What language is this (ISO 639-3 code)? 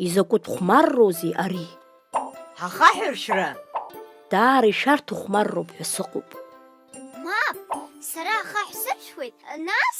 abk